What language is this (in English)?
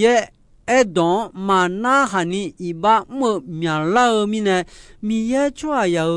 Akha